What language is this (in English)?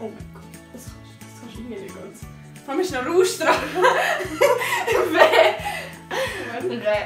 Swiss German